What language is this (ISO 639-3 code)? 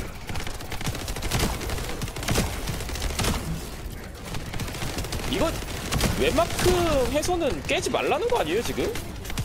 kor